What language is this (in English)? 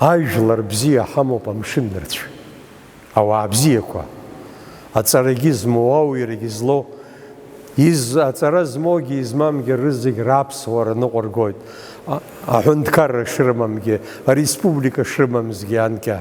Abkhazian